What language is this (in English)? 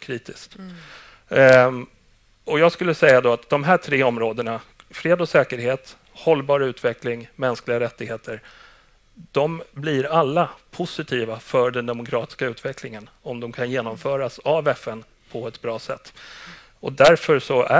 Swedish